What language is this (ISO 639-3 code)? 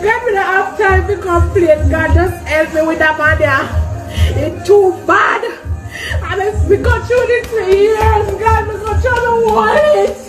jam